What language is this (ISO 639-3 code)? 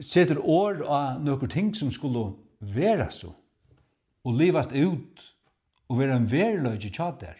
fao